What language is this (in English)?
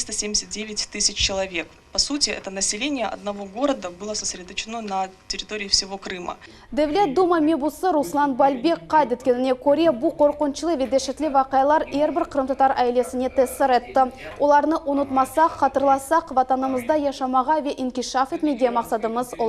Crimean Tatar